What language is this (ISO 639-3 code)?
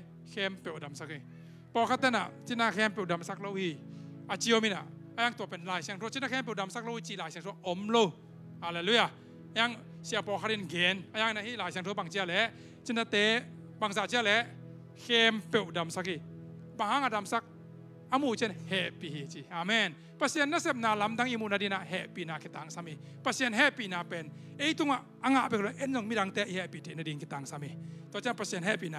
ctd